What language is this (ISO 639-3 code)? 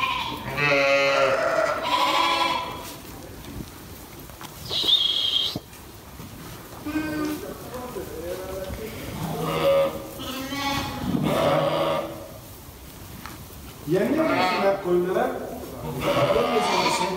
tur